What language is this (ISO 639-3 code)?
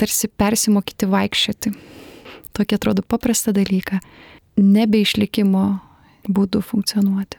lit